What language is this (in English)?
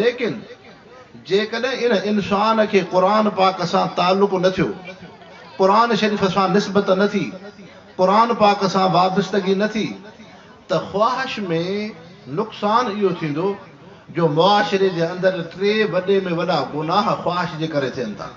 Sindhi